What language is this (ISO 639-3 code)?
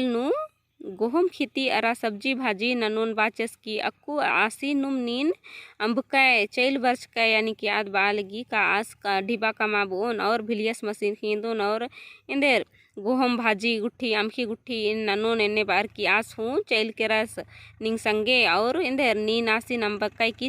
kru